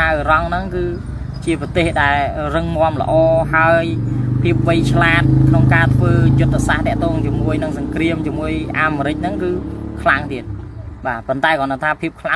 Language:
Khmer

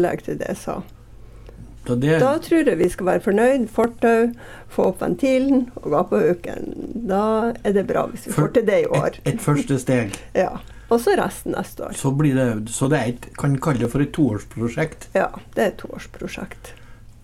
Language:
Norwegian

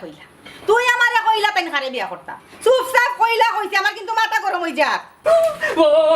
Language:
Sylheti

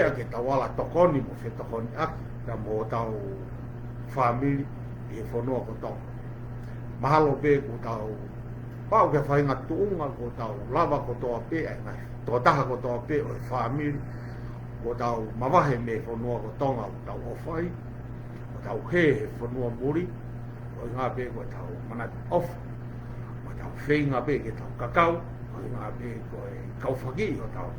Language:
Tongan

